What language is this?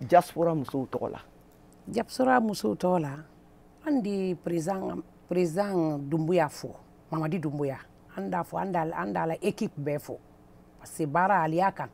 Bambara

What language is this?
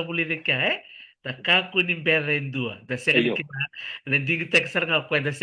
Fijian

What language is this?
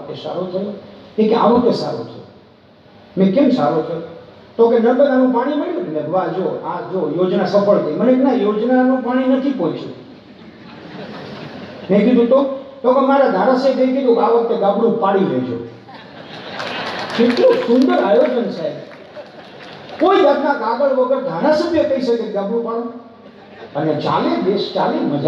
Gujarati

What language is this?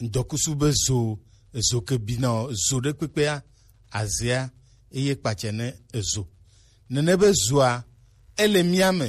Gen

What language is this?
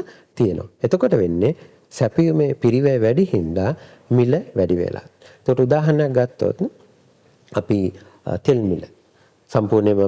Sinhala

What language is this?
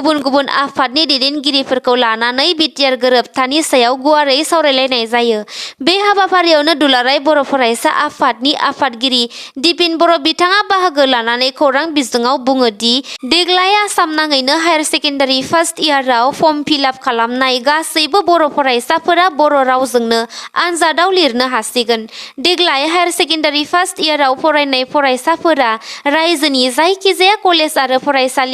Bodo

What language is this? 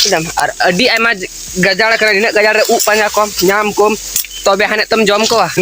Santali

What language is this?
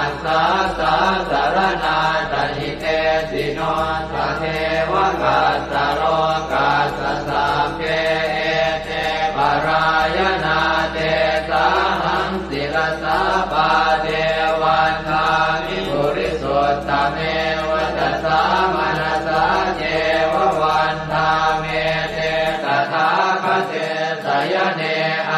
Pali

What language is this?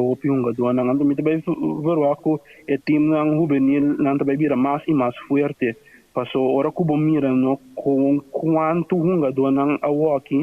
Papiamento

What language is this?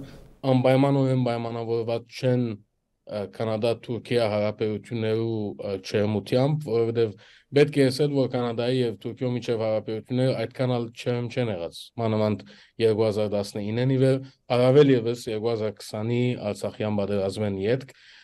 Armenian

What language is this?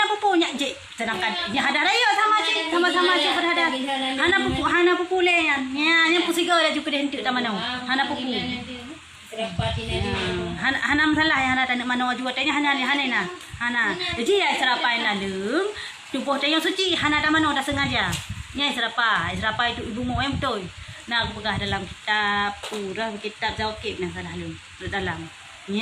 Achinese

